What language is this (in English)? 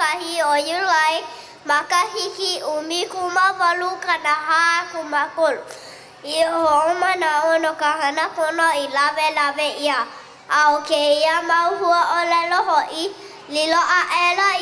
Hawaiian